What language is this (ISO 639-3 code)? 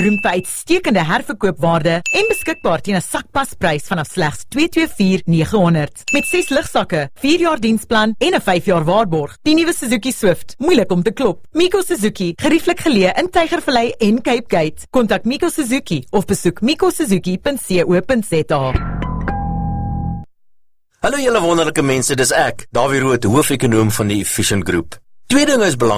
afr